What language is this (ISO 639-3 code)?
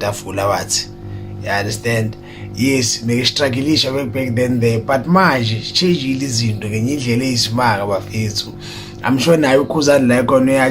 zul